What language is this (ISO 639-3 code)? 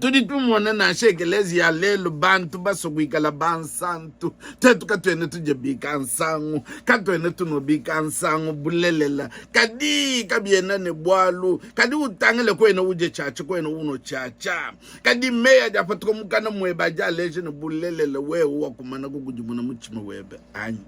lua